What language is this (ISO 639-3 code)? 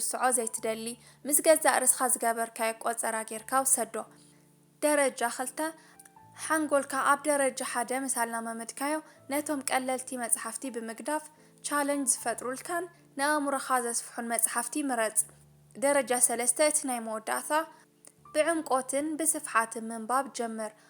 tir